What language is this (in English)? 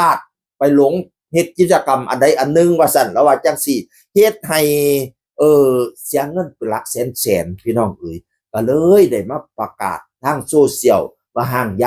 Northeastern Thai